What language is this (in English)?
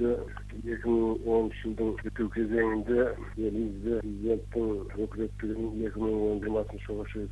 Kazakh